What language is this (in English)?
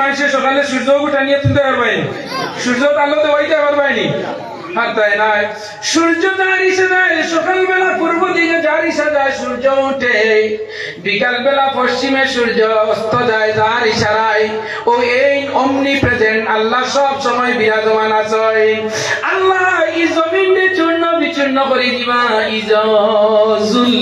Sylheti